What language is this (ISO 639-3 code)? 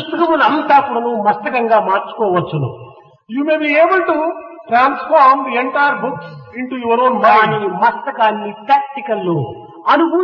tel